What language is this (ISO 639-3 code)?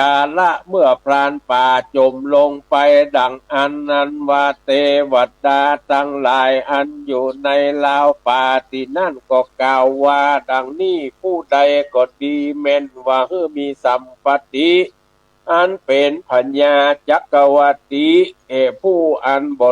nod